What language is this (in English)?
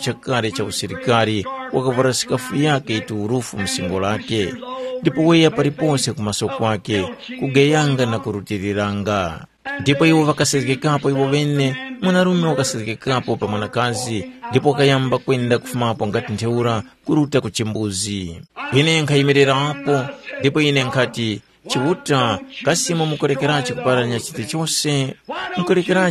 Tumbuka